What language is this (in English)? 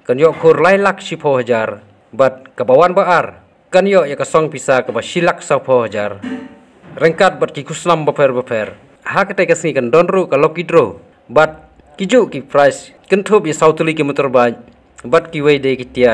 Khasi